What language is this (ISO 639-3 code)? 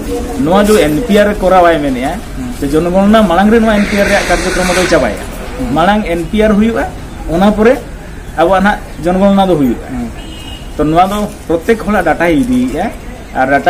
sat